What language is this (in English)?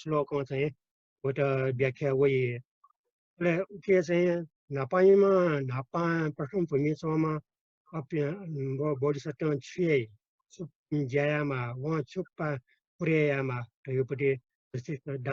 Newari